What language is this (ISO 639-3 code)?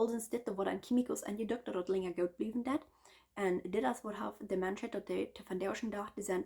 pdt